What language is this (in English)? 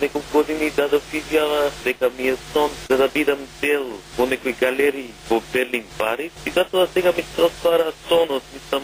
Macedonian